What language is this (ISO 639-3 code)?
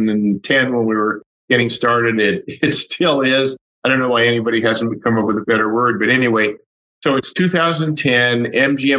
eng